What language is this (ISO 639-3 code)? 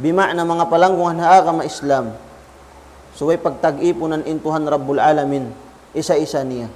tsg